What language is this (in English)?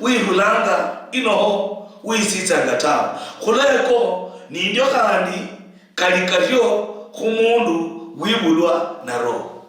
Luyia